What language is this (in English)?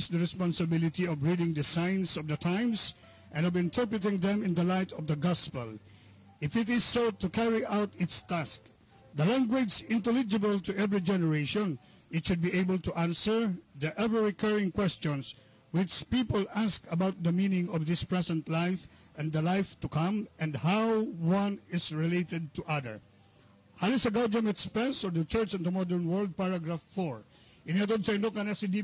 Bikol